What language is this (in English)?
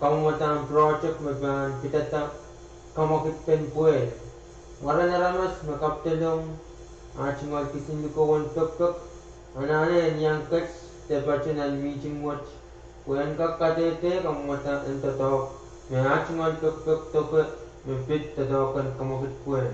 Pohnpeian